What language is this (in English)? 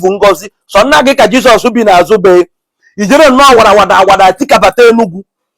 Igbo